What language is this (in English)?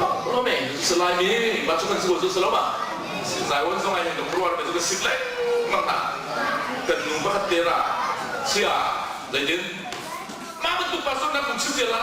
Hakha Chin